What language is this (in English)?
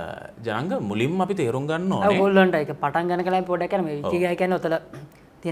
Sinhala